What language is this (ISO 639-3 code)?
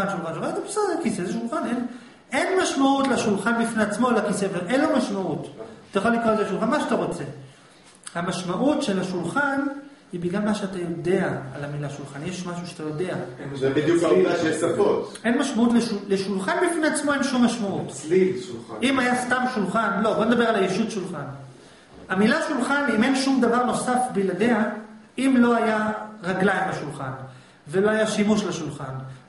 heb